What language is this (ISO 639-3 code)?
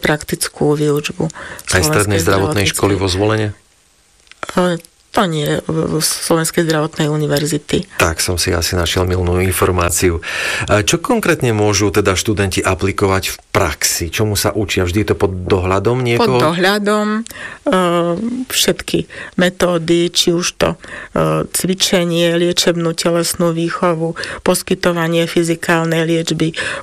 slk